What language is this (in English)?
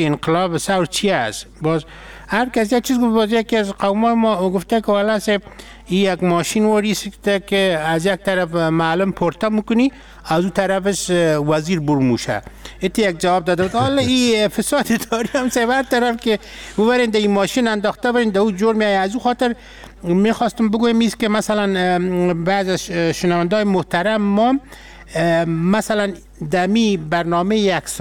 Persian